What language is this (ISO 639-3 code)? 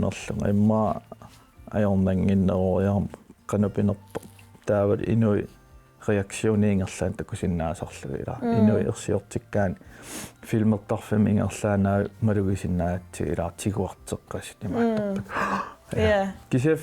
kal